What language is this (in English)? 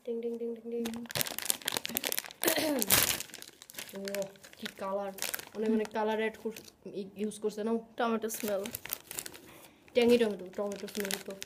Bangla